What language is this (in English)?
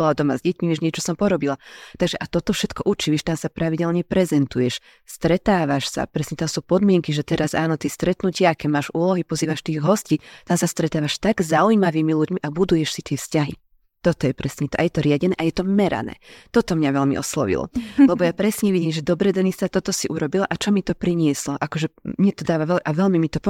Slovak